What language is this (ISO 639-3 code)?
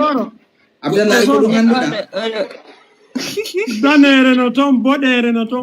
ful